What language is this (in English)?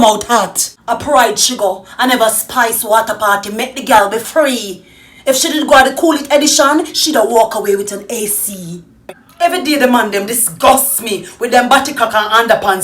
Jamaican Creole English